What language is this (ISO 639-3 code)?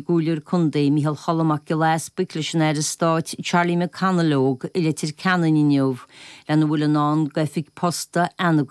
gle